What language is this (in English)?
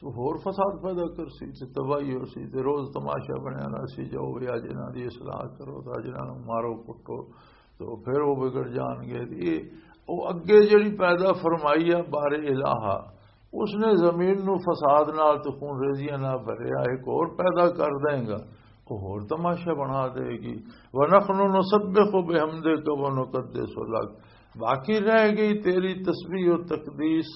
Western Panjabi